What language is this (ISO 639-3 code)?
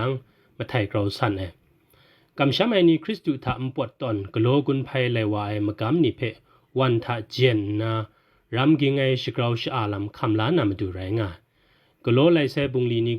kac